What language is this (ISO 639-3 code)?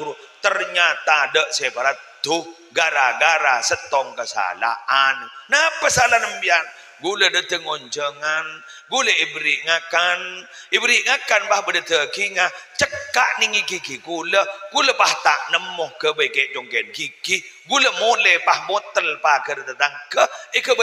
mad